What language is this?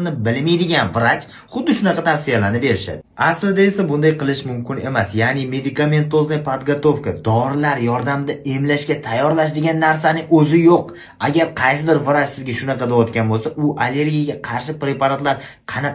Uzbek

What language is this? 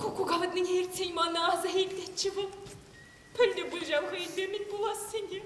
Chuvash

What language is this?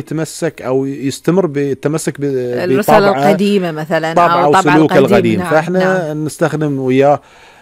Gulf Arabic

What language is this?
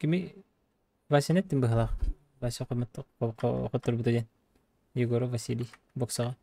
Yakut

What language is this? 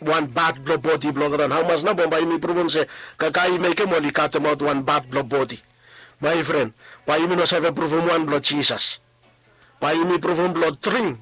Bislama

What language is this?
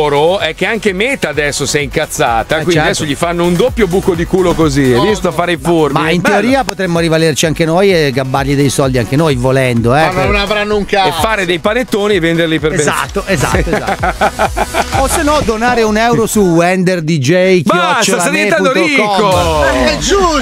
Italian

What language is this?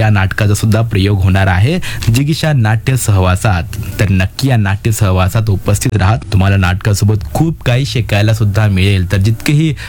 Marathi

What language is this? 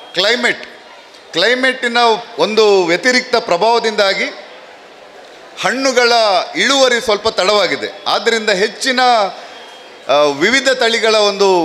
Kannada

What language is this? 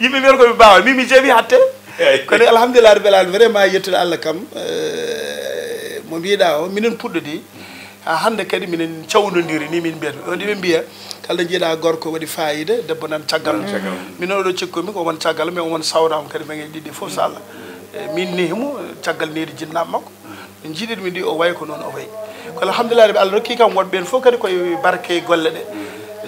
Fula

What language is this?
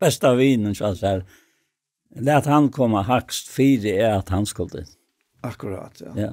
Faroese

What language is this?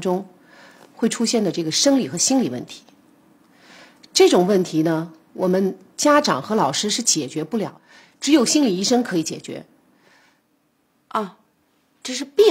Chinese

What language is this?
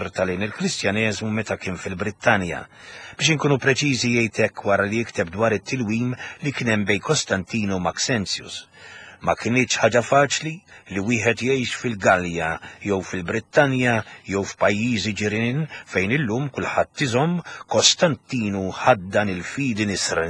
Maltese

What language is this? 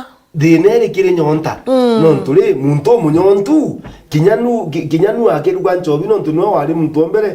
Meru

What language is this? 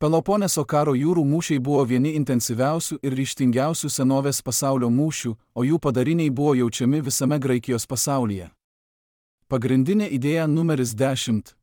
Lithuanian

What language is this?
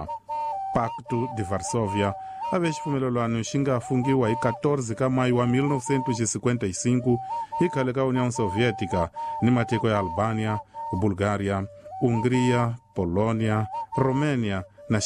Tsonga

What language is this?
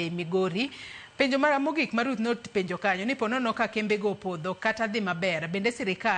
Luo (Kenya and Tanzania)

